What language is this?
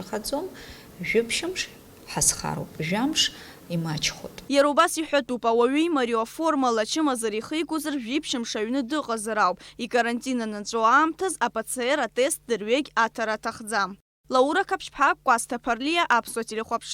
Abkhazian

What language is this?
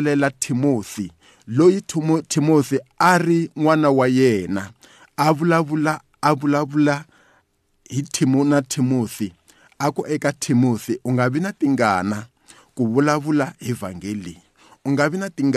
Tsonga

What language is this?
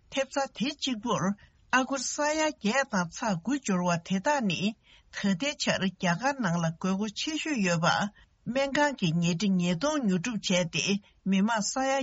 Tibetan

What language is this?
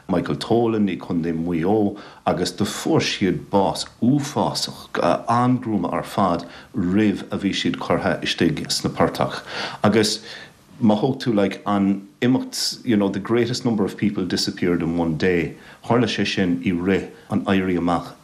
Irish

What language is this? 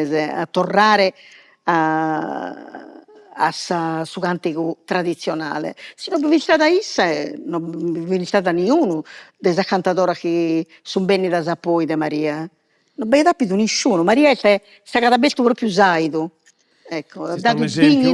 Sardinian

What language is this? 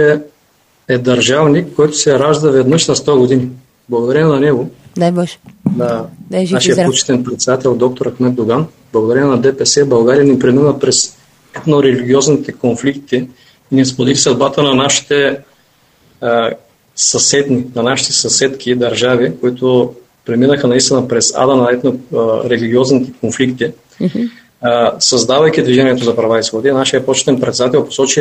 Bulgarian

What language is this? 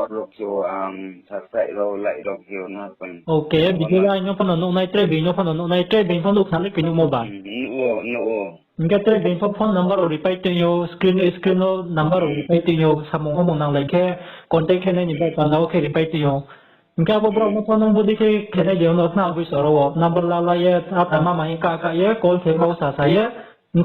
Riang (India)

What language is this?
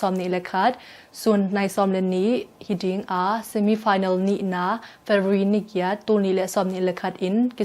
Tedim Chin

